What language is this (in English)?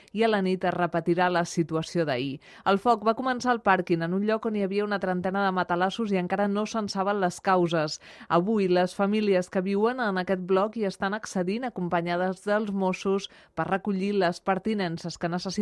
Catalan